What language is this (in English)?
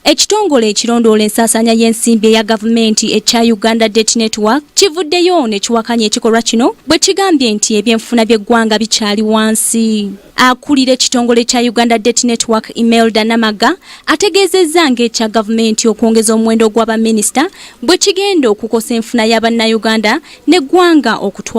Ganda